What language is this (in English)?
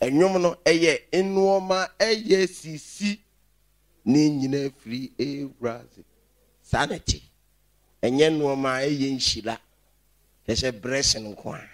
Akan